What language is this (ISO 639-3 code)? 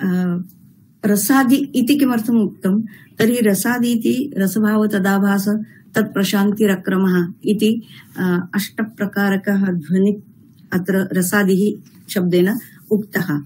san